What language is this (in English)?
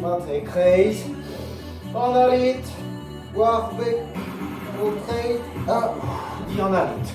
Breton